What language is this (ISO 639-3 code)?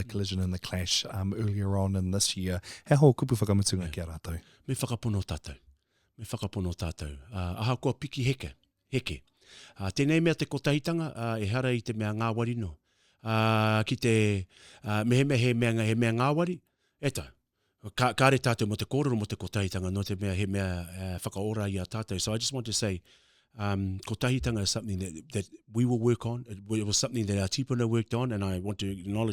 mri